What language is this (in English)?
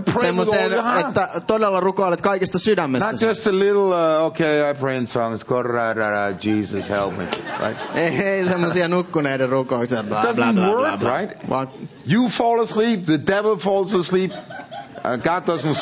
Finnish